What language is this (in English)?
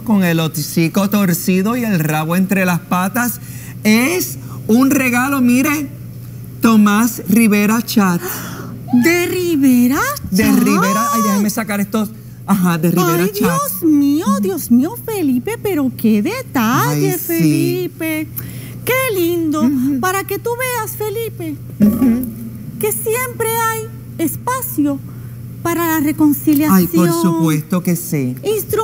Spanish